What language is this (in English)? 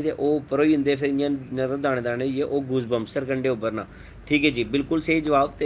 Dogri